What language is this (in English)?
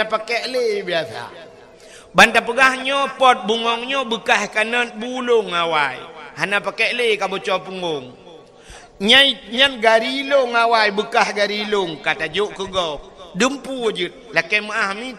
Achinese